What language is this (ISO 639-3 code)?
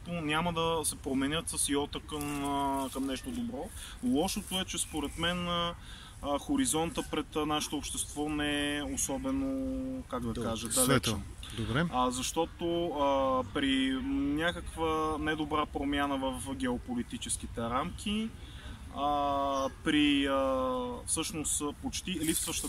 bul